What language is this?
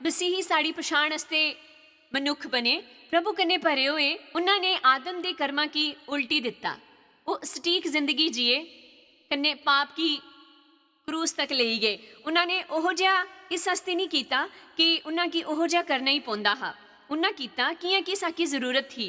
Dogri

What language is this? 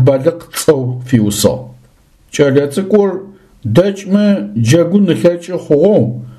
Adyghe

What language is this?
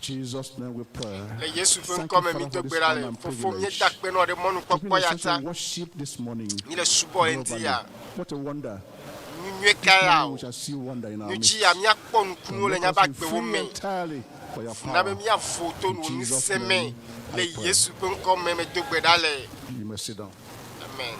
Ewe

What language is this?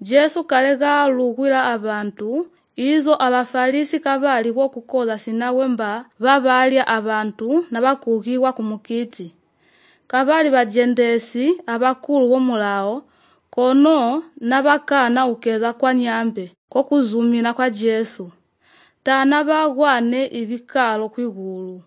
Slovenian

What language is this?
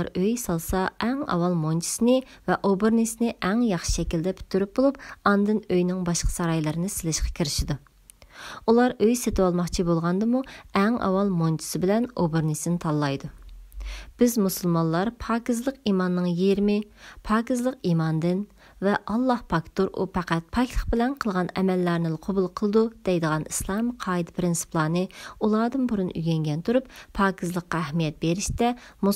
Uyghur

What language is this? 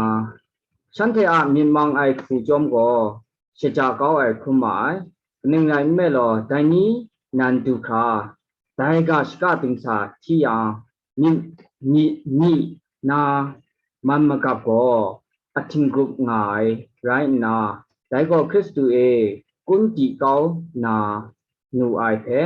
Kachin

